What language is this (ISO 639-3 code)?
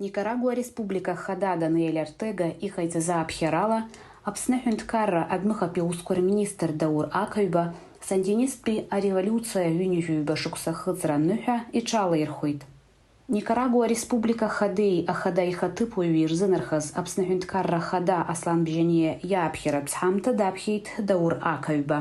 abk